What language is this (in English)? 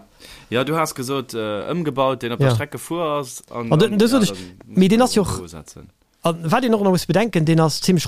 Luxembourgish